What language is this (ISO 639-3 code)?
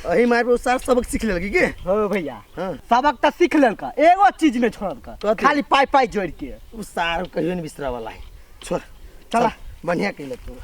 mai